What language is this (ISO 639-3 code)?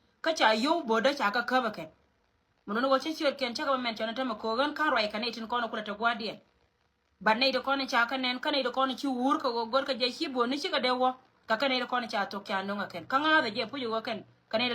nus